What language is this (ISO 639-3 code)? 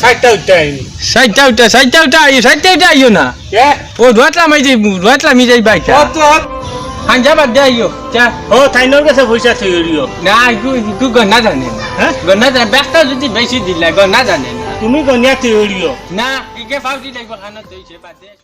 syl